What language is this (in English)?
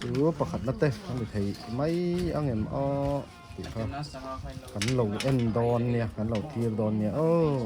Mizo